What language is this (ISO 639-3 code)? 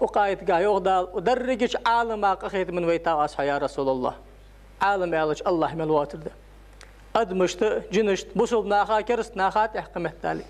inh